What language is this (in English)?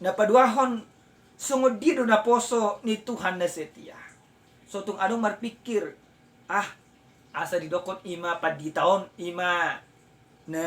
Batak Toba